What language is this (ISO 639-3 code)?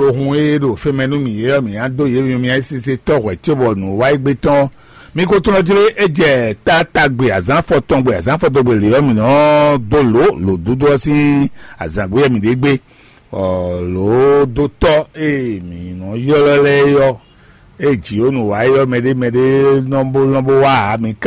fon